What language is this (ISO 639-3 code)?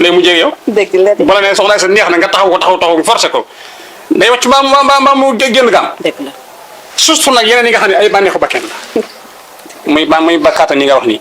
wol